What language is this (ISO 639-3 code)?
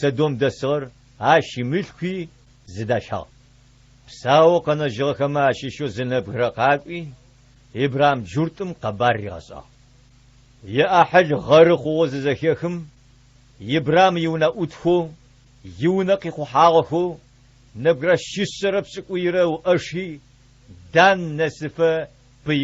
ady